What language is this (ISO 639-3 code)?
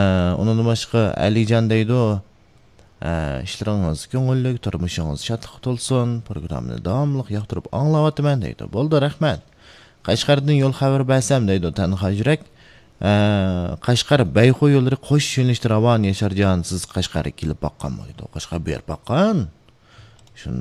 uig